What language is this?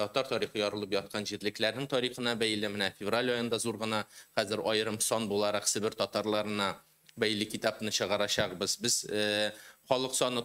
Tatar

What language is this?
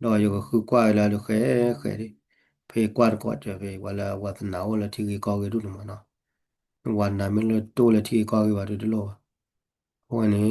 S'gaw Karen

